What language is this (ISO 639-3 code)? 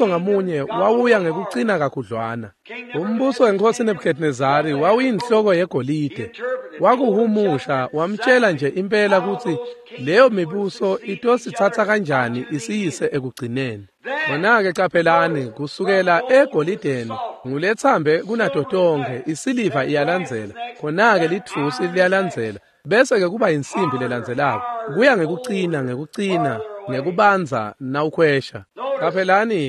ssw